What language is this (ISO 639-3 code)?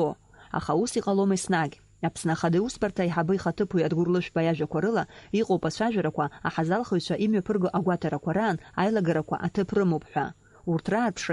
abk